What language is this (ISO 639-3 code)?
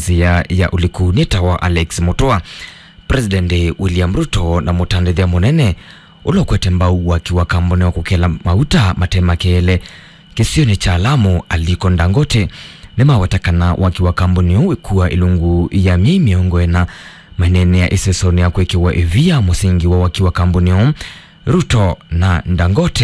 kam